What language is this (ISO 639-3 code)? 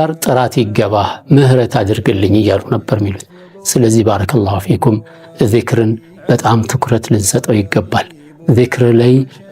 amh